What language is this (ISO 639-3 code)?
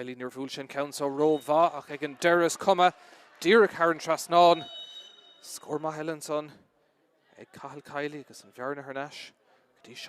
gle